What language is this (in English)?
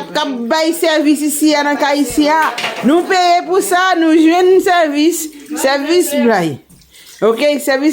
Haitian Creole